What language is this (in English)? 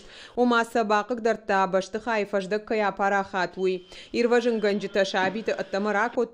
Ossetic